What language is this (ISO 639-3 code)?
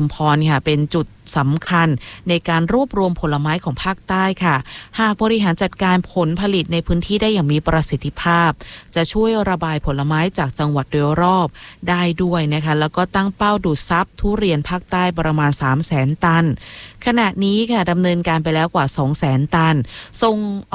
tha